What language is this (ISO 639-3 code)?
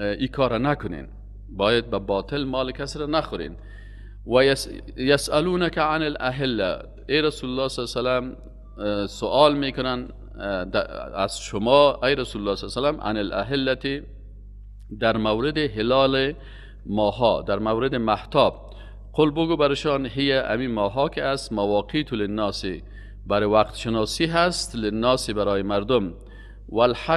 fas